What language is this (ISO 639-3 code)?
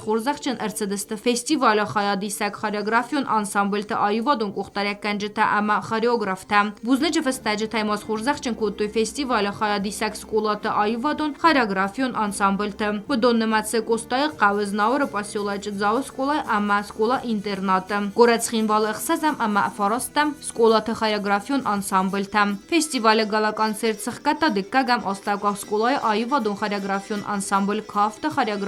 oss